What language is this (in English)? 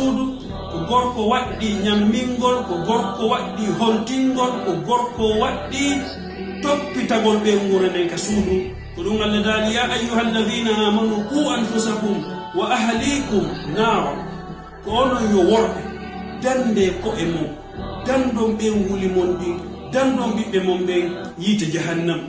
Pular